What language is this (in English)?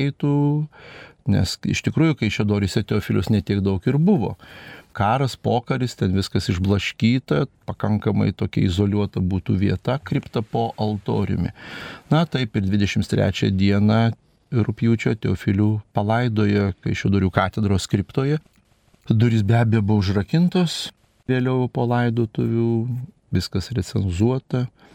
Lithuanian